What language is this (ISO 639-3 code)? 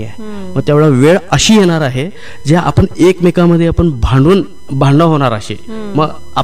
mar